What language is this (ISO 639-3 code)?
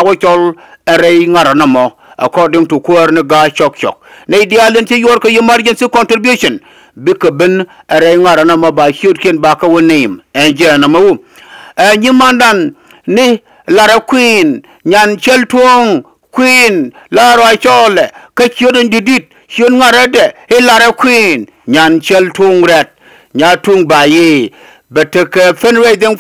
nus